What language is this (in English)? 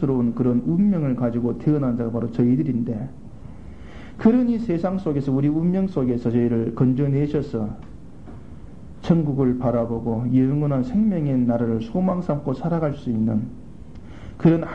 Korean